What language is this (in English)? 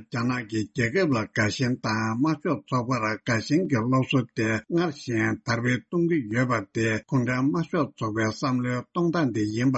Tibetan